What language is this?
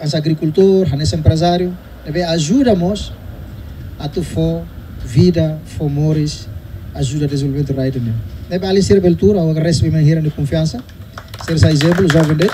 Tetum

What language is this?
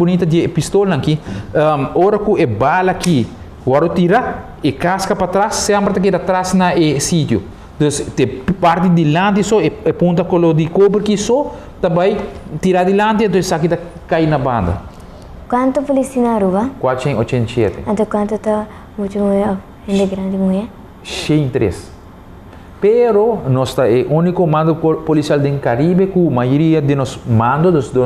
Papiamento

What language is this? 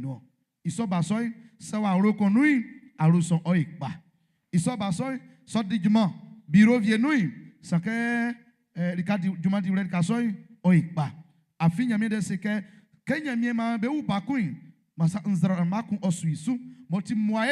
Baoulé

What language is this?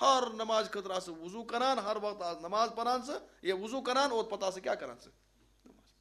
Kashmiri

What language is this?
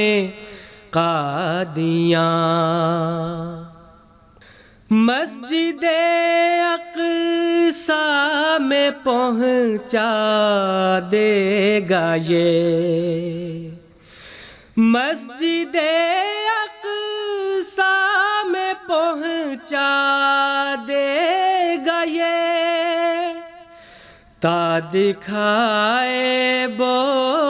Urdu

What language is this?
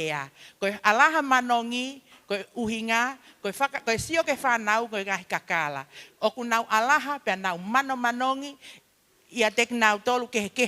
Tongan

